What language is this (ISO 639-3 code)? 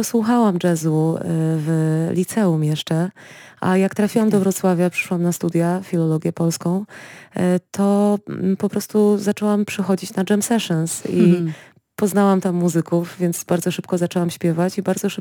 pol